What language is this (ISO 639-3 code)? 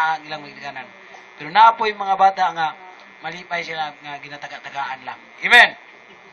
ceb